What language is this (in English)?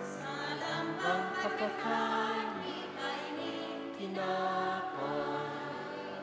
Bikol